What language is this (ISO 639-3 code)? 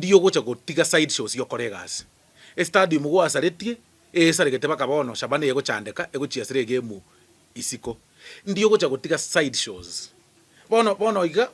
guz